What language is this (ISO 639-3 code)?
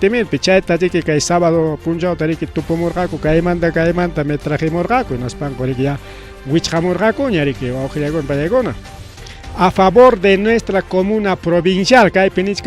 quy